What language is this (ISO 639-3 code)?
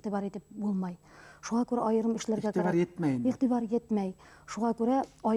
bak